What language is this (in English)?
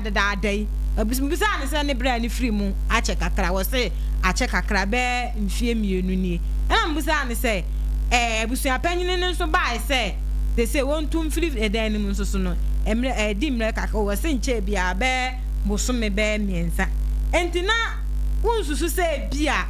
Akan